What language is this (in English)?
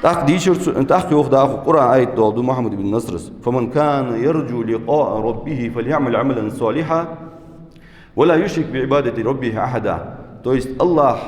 Ingush